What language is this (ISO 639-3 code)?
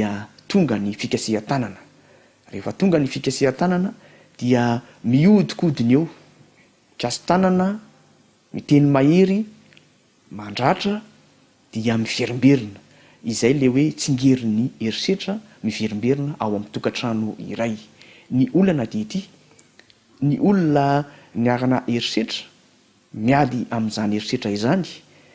mlg